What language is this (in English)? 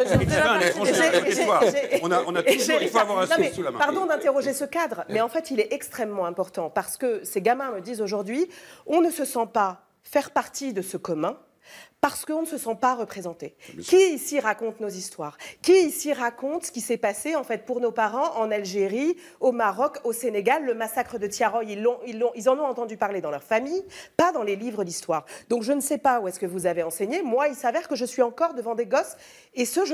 French